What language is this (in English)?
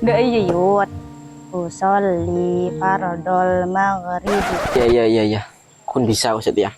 Madurese